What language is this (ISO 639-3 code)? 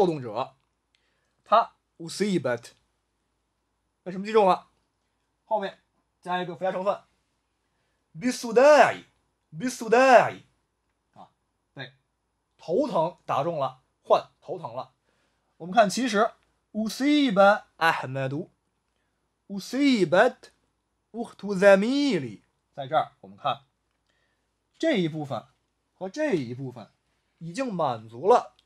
zho